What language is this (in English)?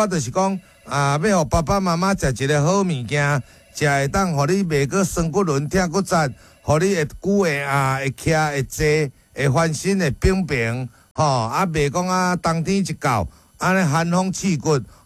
Min Nan Chinese